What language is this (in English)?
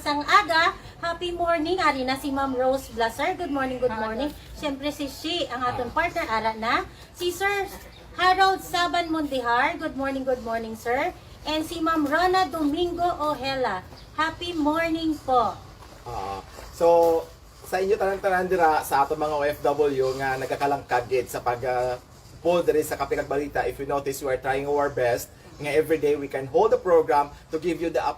Hiligaynon